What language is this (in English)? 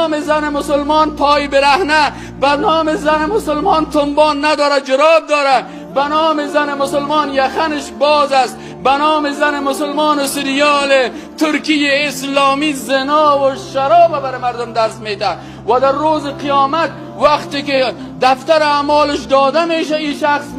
Persian